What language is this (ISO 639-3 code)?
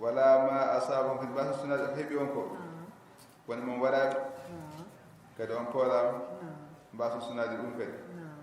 ful